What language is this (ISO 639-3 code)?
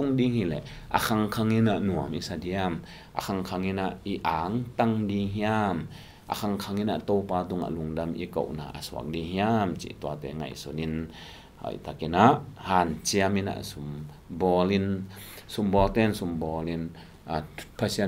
ctd